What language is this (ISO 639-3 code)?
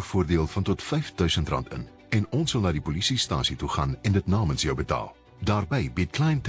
afr